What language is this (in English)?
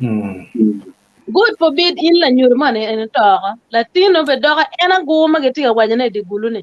Acoli